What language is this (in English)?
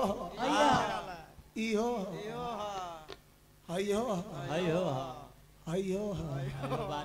Bhojpuri